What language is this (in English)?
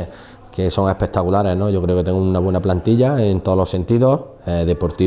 Spanish